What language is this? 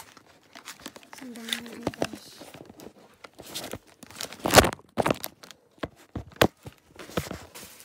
Filipino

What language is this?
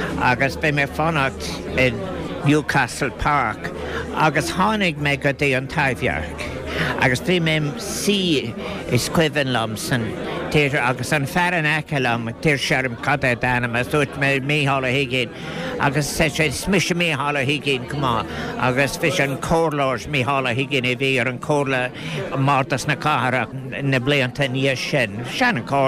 Irish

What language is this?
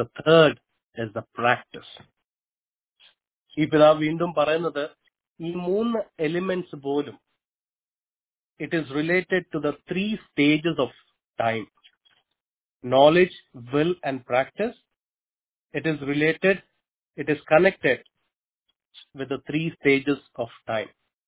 Malayalam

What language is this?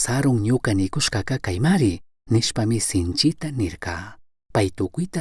Chimborazo Highland Quichua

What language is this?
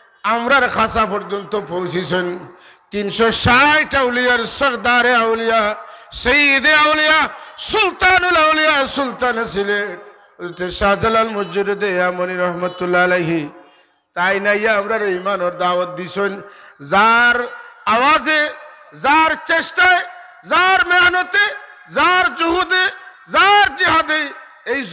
Sylheti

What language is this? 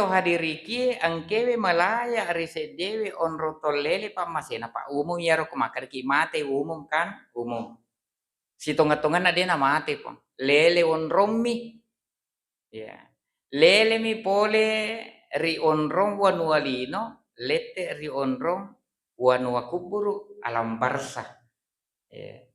Buginese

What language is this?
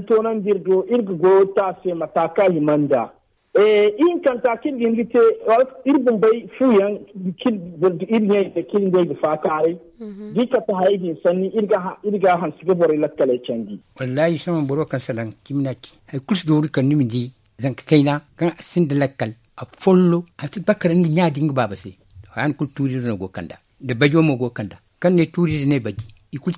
Zarma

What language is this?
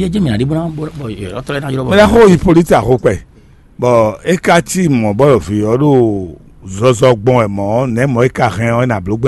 Fon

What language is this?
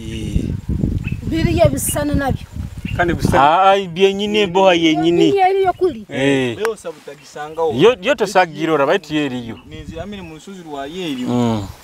Nyoro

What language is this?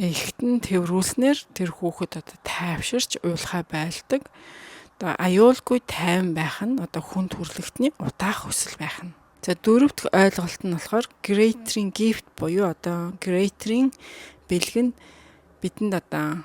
Mongolian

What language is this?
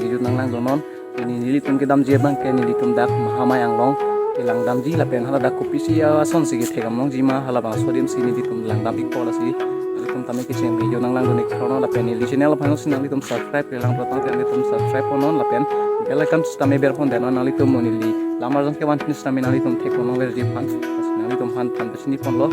Karbi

